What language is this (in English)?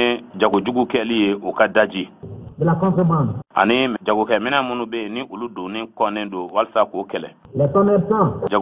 Bambara